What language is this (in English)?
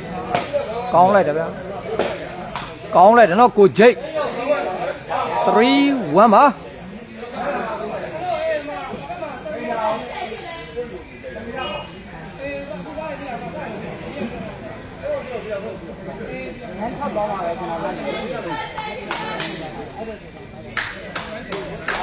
Burmese